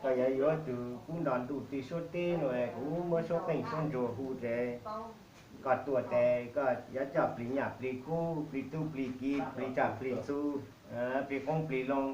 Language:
Hmong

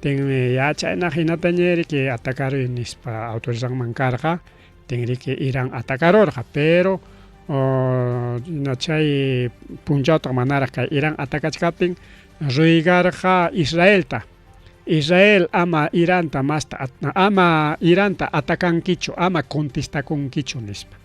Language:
Ayacucho Quechua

